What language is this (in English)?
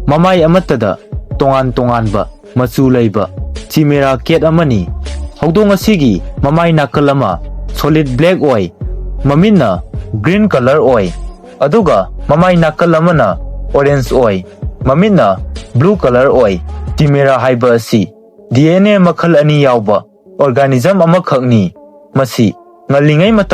Manipuri